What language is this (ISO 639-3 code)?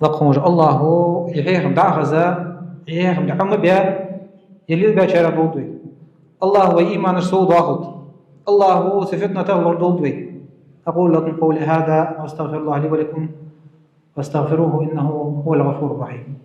inh